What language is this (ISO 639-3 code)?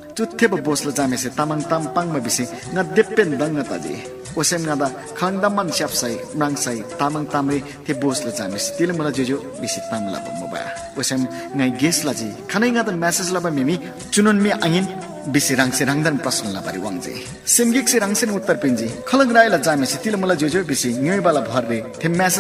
taj